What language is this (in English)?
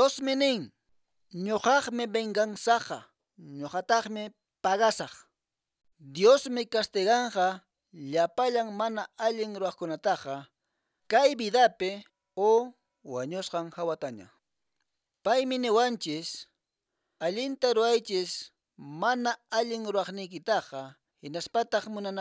Quechua